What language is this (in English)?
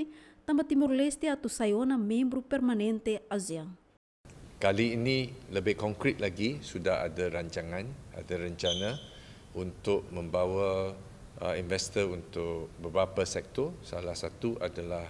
Tetum